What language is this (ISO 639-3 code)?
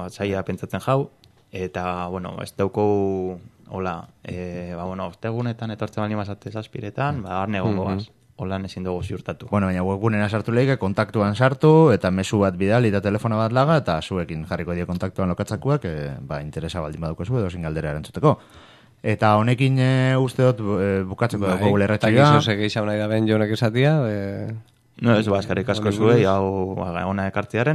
eus